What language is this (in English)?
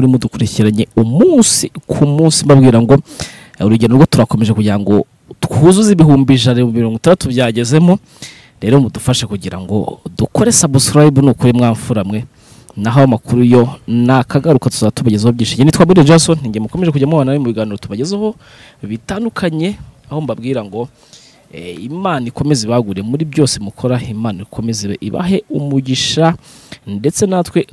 Kinyarwanda